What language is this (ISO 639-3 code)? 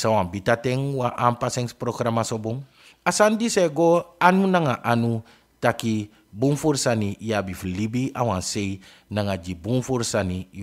srn